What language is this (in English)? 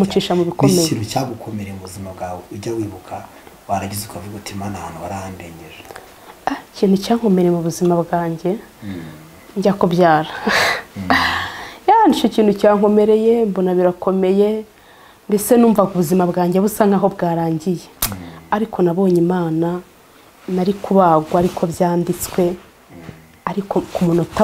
Kinyarwanda